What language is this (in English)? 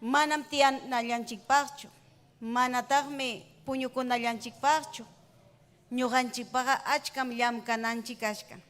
Ayacucho Quechua